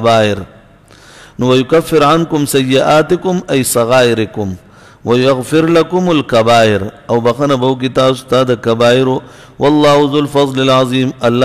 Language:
Pashto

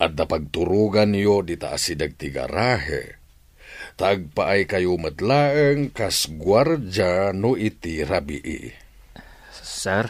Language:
Iloko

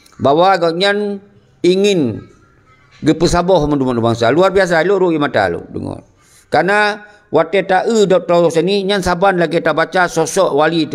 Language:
Achinese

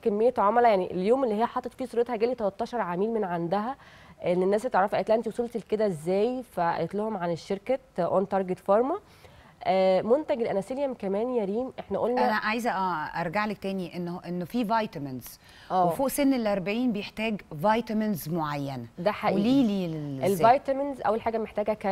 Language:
Egyptian Arabic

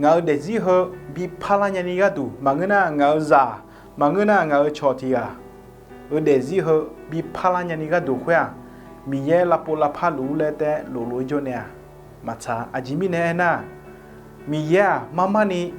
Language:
Akha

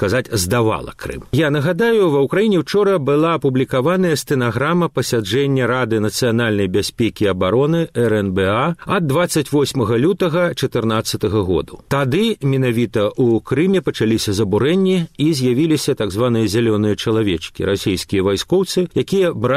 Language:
Belarusian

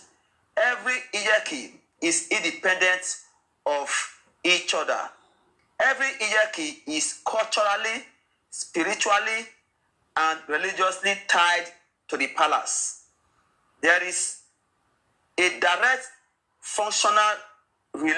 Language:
Nigerian Pidgin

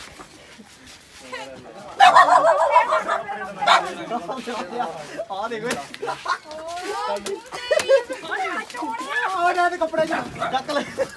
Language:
Punjabi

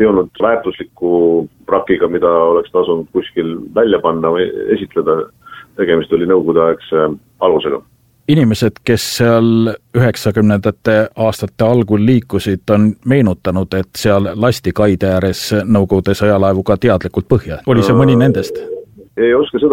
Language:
Estonian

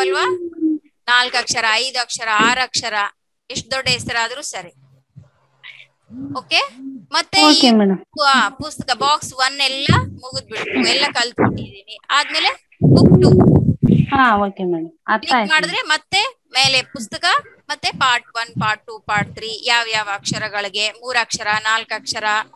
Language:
Kannada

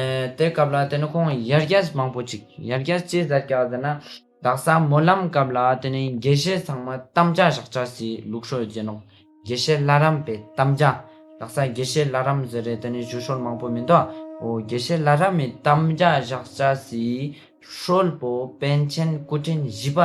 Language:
Ladakhi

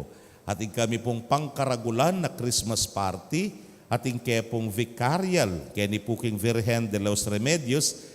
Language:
Pampanga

